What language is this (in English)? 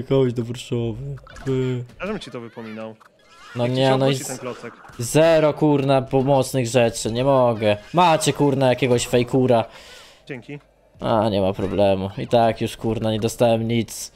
Polish